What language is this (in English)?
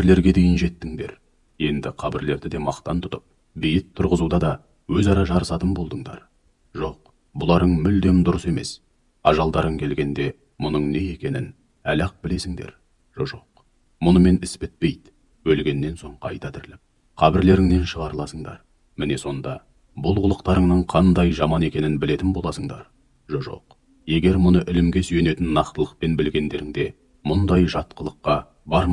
Kazakh